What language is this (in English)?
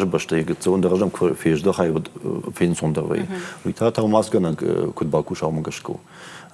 Ossetic